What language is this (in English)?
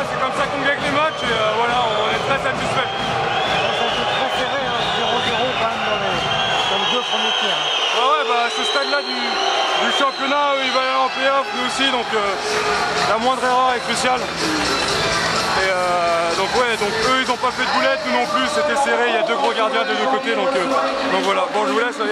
French